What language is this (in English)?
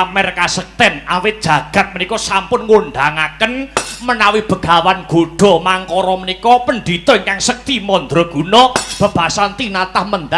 Javanese